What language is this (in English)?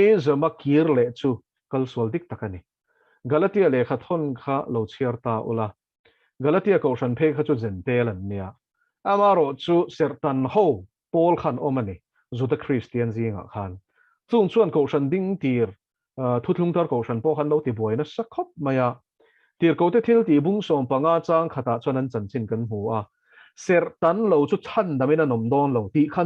Mizo